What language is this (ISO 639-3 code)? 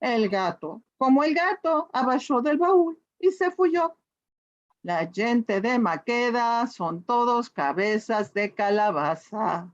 lad